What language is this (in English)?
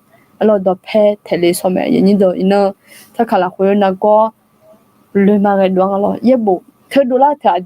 Akha